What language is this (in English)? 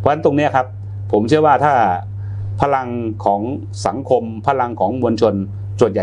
Thai